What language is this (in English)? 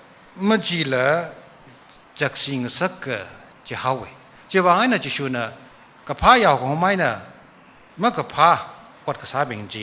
Tangkhul Naga (India)